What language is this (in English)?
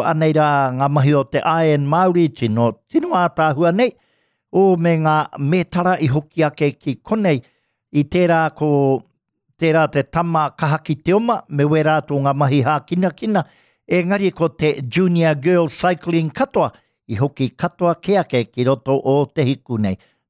Māori